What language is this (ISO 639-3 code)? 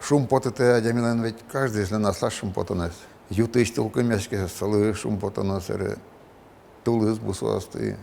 udm